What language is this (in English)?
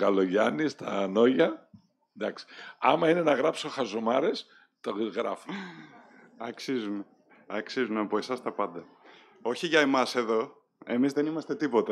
Greek